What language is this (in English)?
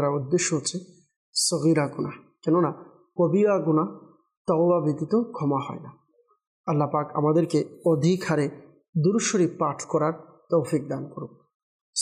Bangla